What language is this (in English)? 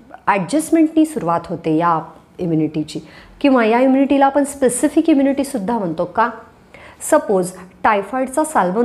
Marathi